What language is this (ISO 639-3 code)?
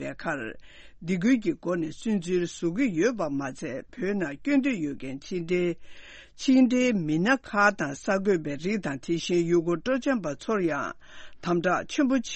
bod